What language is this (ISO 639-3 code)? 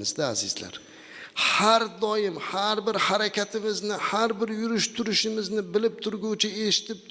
uzb